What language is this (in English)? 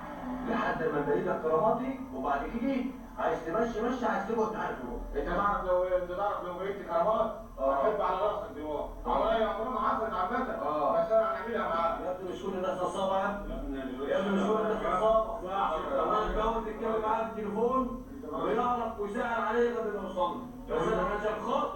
Egyptian Arabic